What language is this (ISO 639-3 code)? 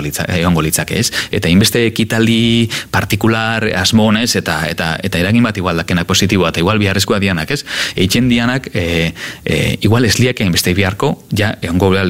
eus